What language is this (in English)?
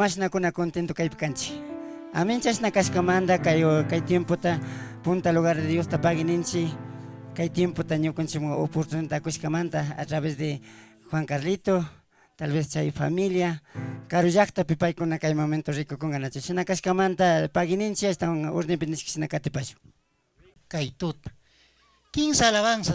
Chimborazo Highland Quichua